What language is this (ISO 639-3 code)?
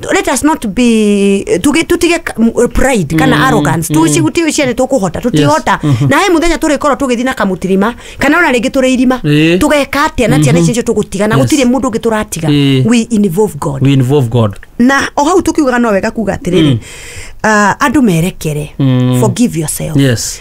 kik